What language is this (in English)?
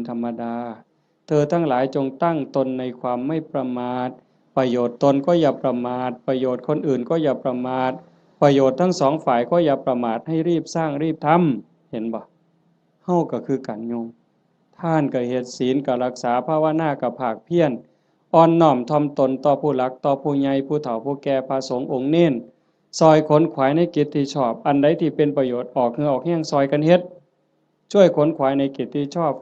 Northeastern Thai